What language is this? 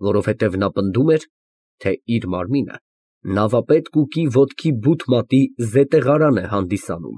Armenian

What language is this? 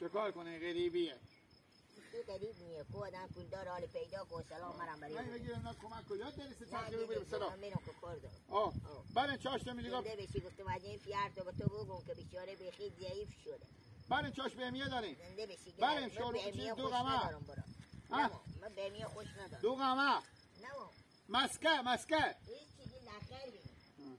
Hazaragi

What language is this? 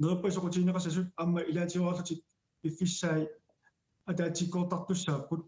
Kalaallisut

